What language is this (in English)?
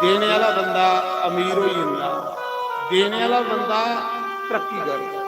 Dogri